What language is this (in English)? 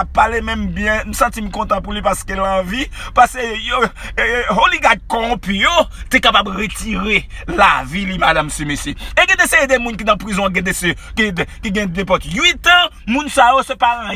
Haitian Creole